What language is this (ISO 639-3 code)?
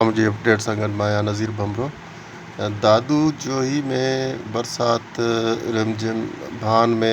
snd